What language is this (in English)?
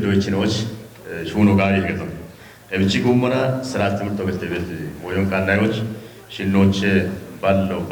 Kafa